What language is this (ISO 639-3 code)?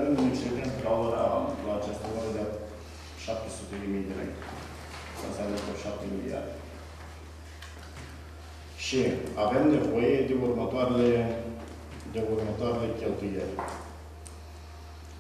ron